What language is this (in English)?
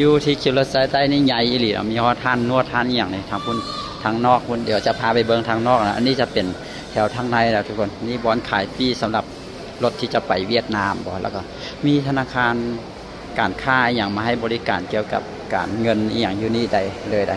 Lao